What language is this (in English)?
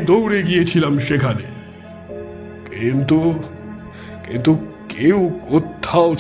Bangla